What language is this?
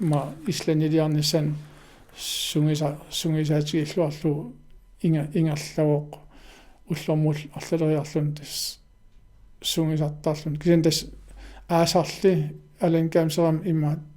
Kalaallisut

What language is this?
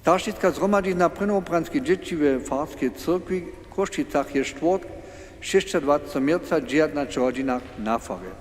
Upper Sorbian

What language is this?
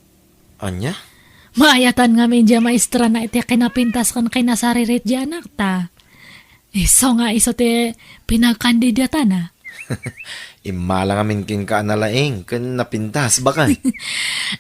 Iloko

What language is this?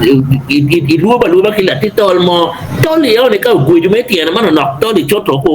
Acoli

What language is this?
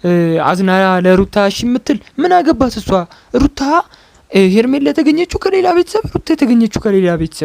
Amharic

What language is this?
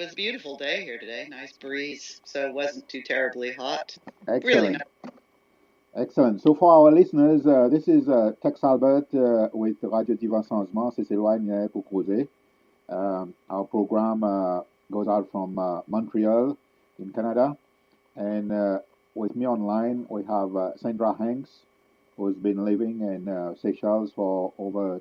Seselwa Creole French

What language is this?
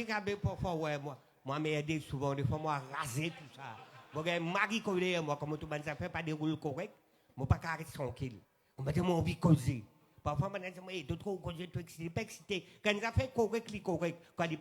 Morisyen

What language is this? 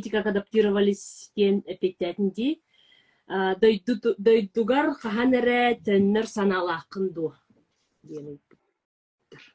Yakut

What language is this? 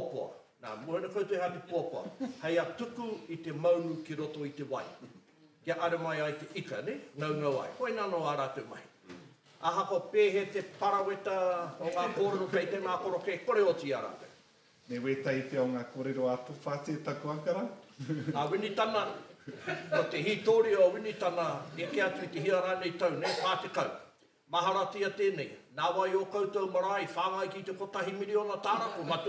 Māori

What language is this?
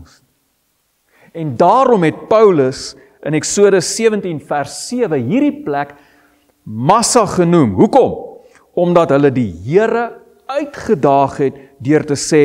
Afrikaans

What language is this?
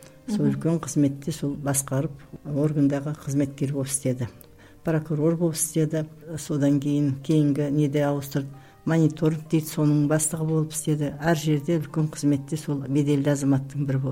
Kazakh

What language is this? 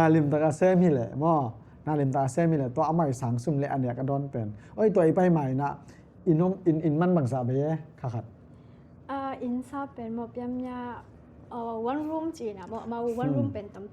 Tedim Chin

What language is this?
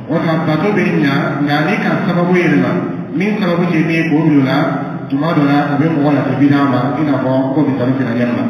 Dyula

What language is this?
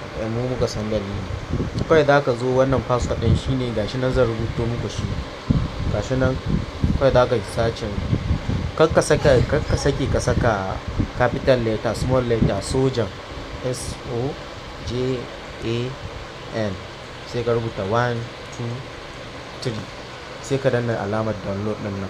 Hausa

